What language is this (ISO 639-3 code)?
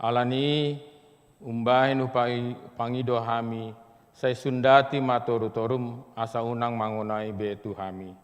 bbc